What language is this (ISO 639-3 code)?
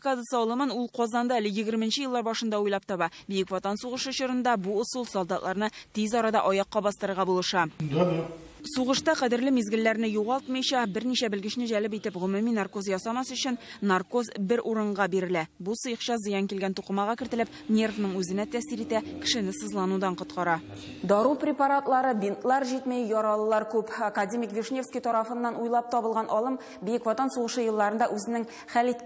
tat